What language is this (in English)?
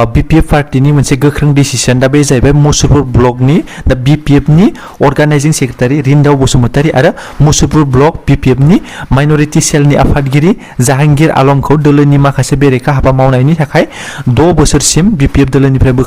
Bodo